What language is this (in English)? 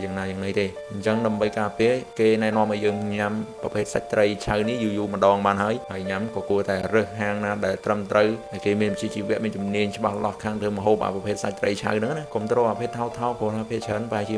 Khmer